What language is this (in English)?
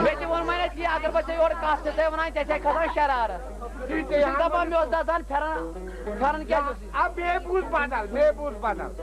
Kashmiri